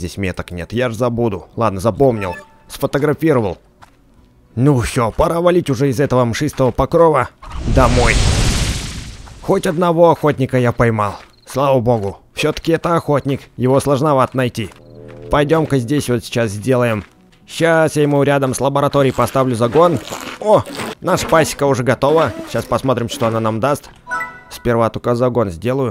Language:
Russian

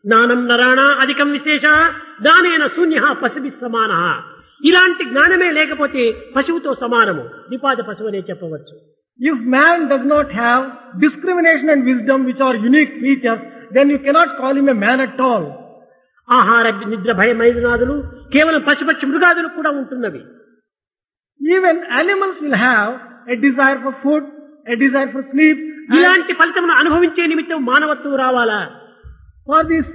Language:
Telugu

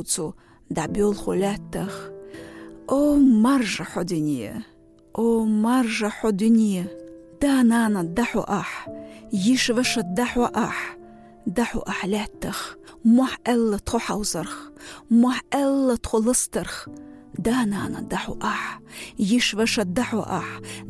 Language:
Chechen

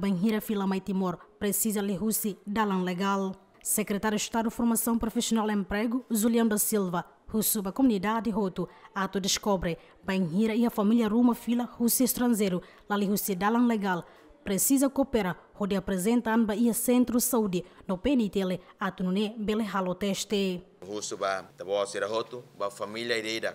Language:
Tetum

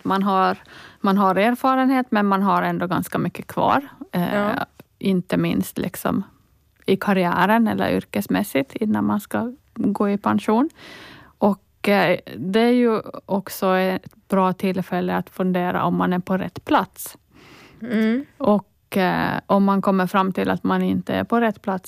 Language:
Swedish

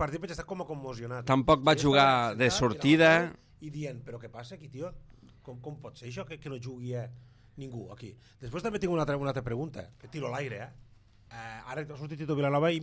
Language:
Catalan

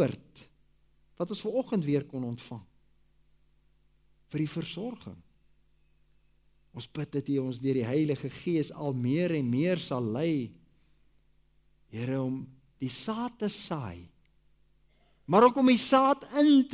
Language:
Afrikaans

